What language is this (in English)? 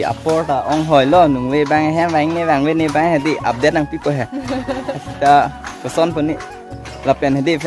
Karbi